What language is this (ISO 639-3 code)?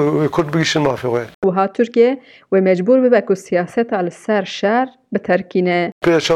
kur